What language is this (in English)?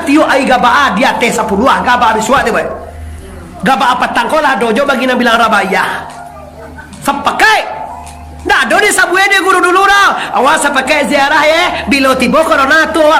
Minangkabau